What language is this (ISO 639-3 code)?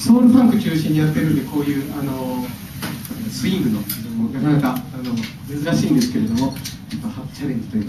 jpn